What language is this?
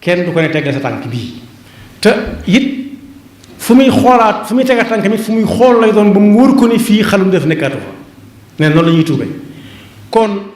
Wolof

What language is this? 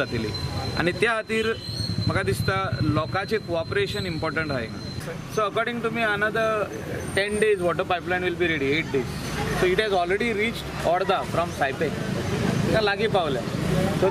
Konkani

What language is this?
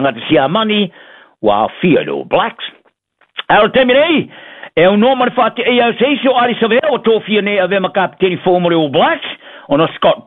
Samoan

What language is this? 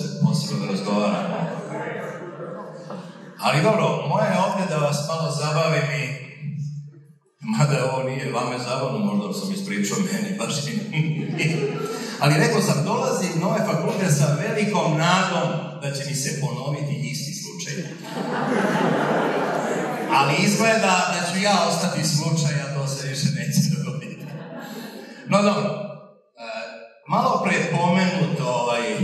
Serbian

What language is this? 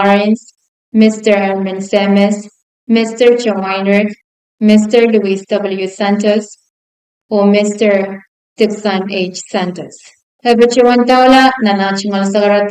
Pohnpeian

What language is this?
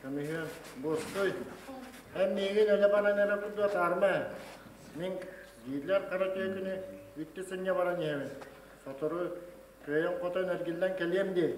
Yakut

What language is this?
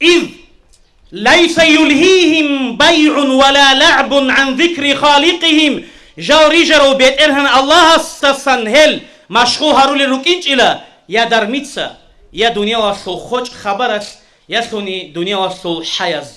Avaric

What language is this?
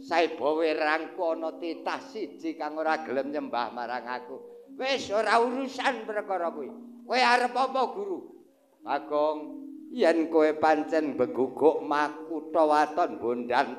Javanese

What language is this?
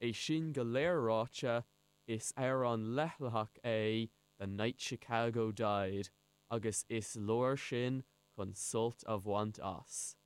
Irish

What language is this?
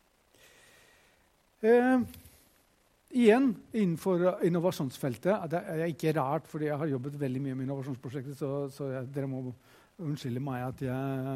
Norwegian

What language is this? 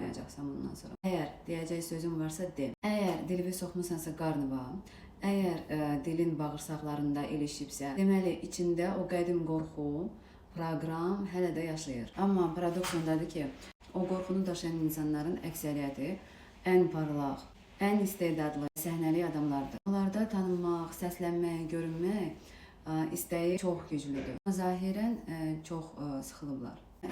Azerbaijani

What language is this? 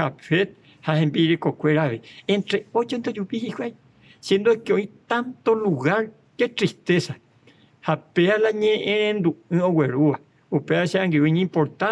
Guarani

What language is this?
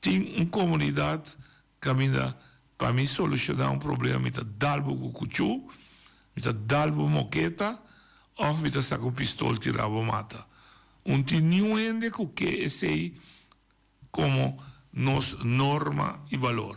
Papiamento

